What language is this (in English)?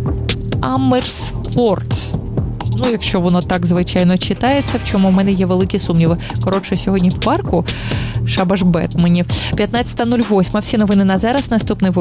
Ukrainian